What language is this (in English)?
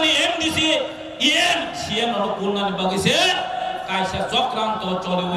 Kok Borok